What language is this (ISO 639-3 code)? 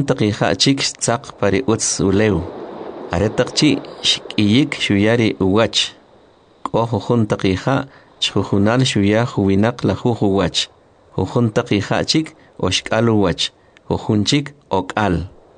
quc